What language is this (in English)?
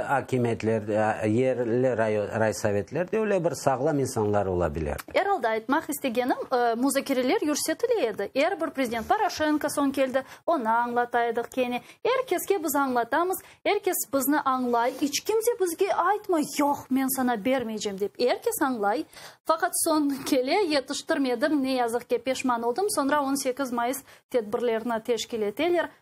Crimean Tatar